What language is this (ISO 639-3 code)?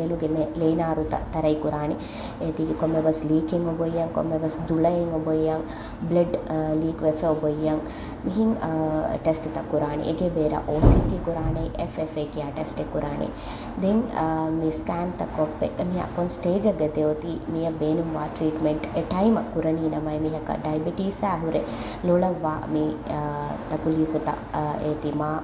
div